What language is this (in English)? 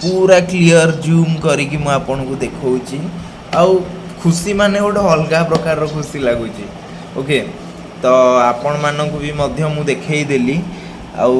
Odia